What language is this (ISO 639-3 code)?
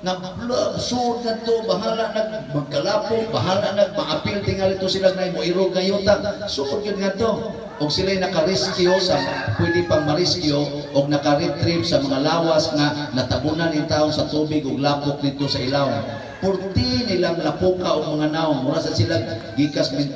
ceb